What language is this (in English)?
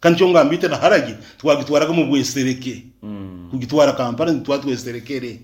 Nyankole